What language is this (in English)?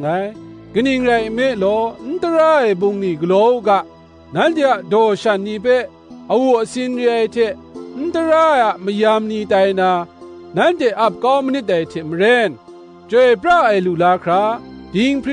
Kachin